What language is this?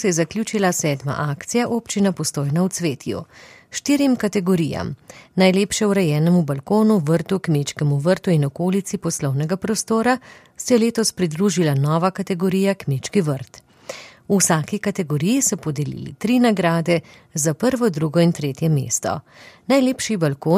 Slovenian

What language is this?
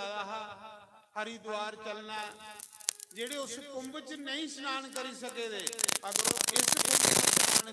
Dogri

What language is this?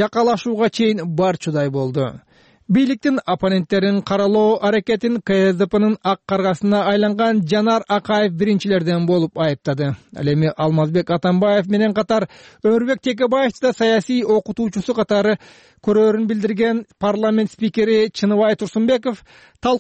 Kyrgyz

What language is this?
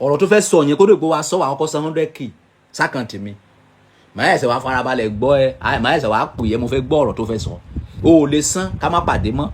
Yoruba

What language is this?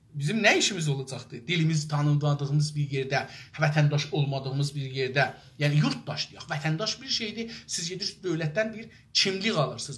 South Azerbaijani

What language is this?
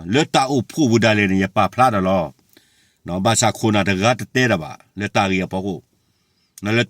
S'gaw Karen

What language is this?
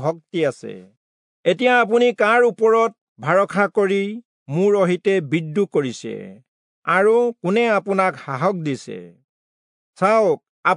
Assamese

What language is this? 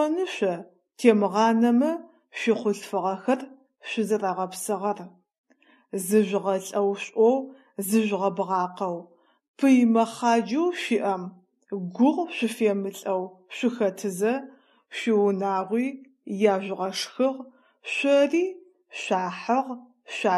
Adyghe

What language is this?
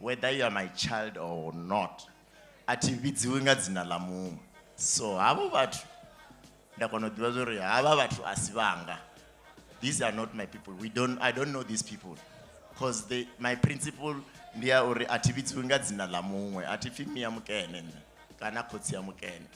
Venda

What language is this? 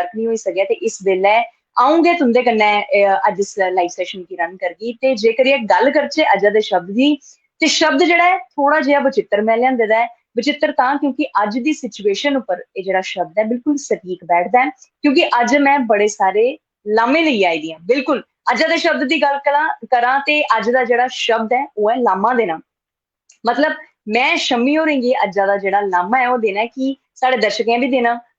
Dogri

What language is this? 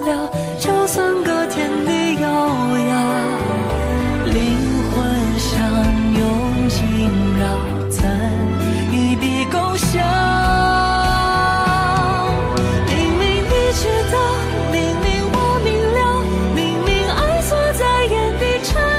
Chinese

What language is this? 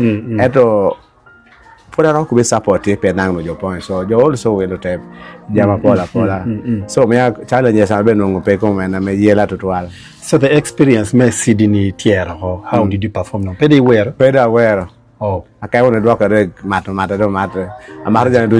Acoli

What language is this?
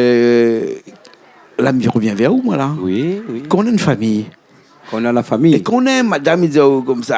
Réunion Creole French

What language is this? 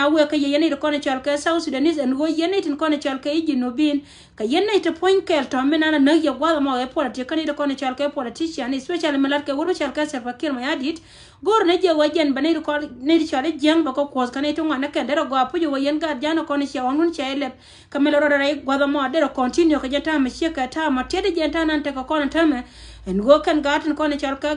Nuer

